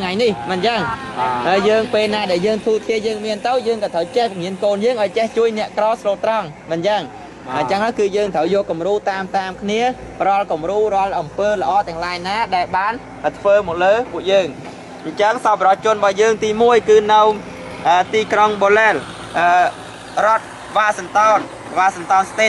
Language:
Khmer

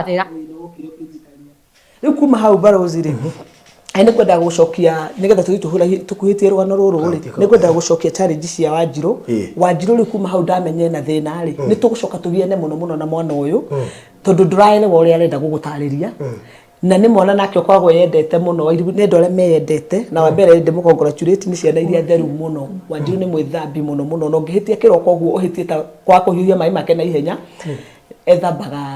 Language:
Kikuyu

